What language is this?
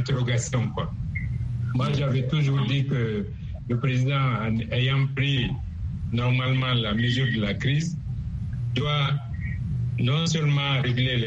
French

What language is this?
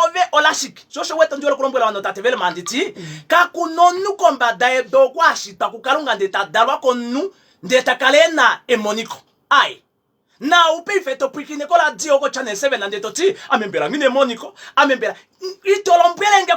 Kuanyama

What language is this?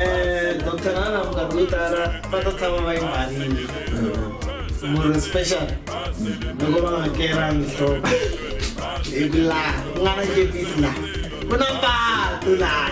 Tsonga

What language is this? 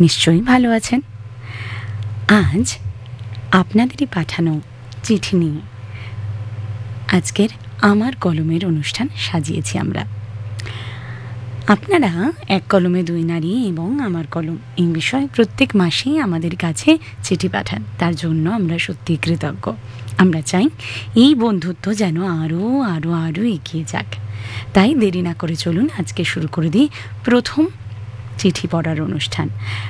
Bangla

